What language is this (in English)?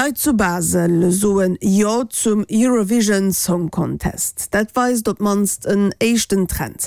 Luxembourgish